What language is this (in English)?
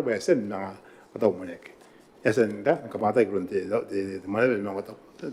Gilbertese